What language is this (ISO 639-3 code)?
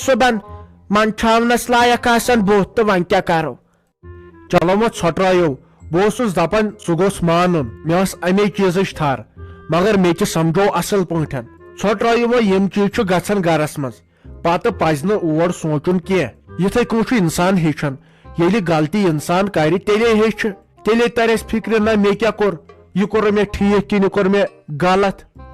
kas